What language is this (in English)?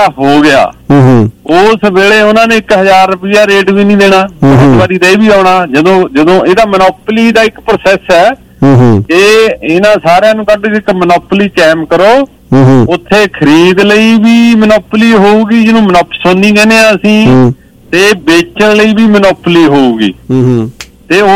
Punjabi